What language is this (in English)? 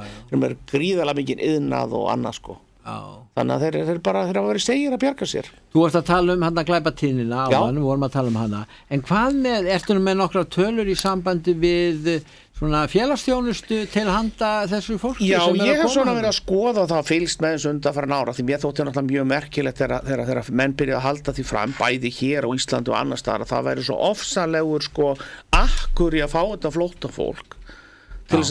Icelandic